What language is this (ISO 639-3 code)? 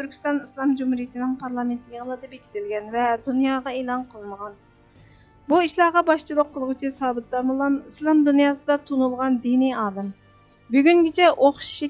uig